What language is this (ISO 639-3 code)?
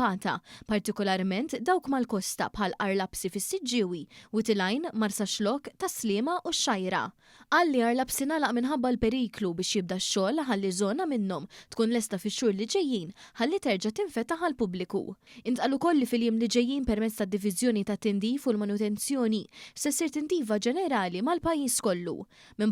mlt